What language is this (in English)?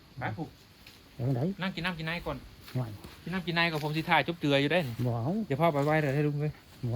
Northeastern Thai